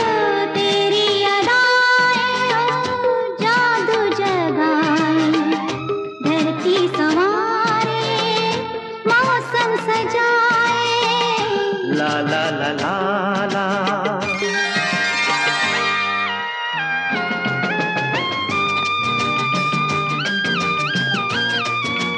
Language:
Hindi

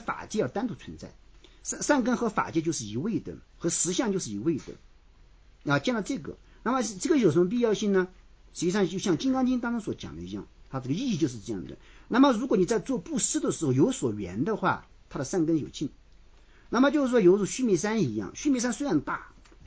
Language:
Chinese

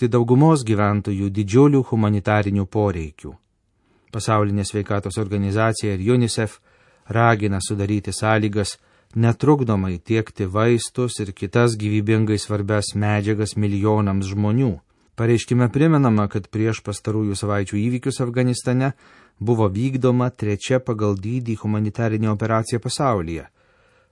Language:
Lithuanian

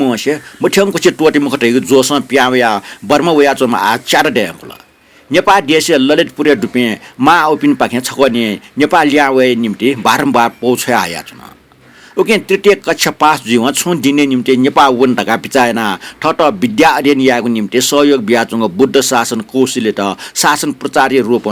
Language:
Newari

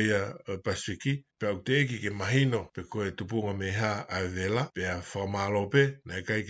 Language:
Tongan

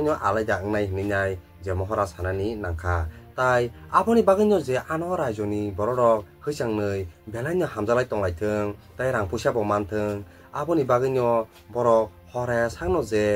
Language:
Kok Borok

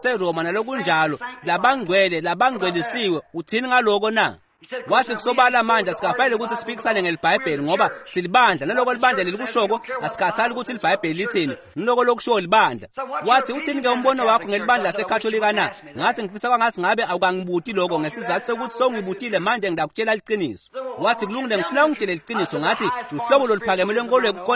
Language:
Swati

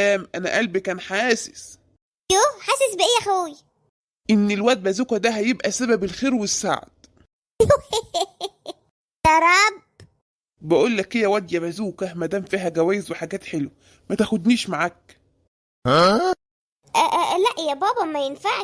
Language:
Egyptian Arabic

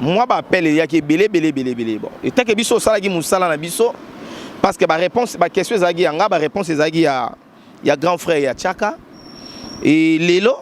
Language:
Lingala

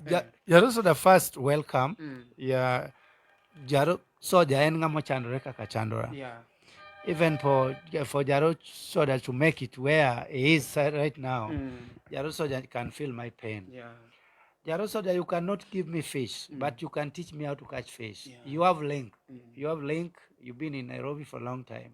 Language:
Luo (Kenya and Tanzania)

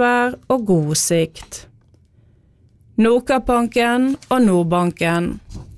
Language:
Norwegian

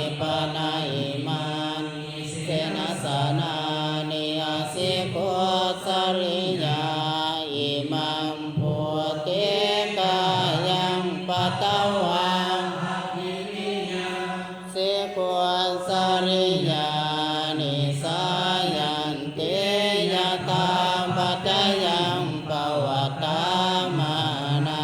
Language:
Pali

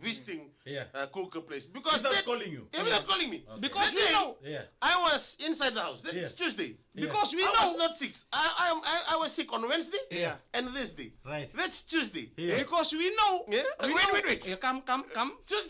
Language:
Fijian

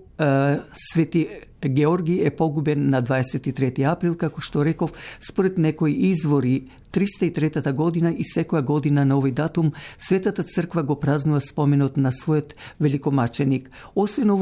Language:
Macedonian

